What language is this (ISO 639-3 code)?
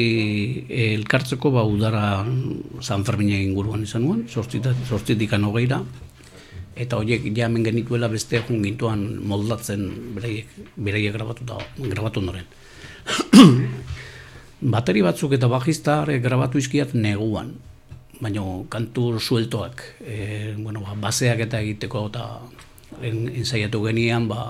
eus